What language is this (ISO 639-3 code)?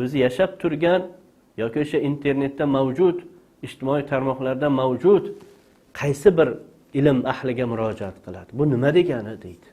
uzb